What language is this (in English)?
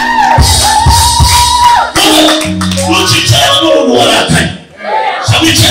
Kinyarwanda